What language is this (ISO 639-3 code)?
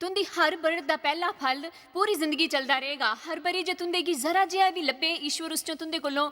doi